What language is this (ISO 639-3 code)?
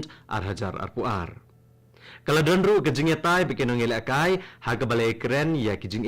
kha